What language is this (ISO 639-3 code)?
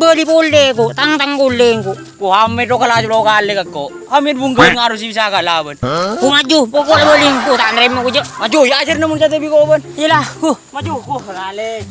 mad